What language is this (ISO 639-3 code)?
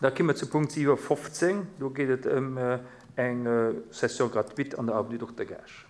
ltz